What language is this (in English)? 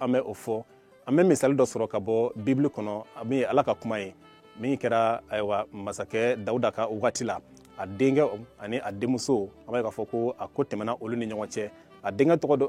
Bambara